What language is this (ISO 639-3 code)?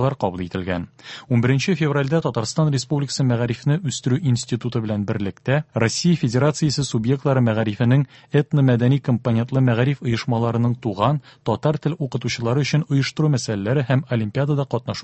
tat